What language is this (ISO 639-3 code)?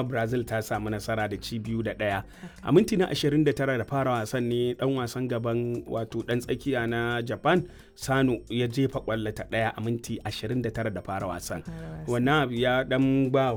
hau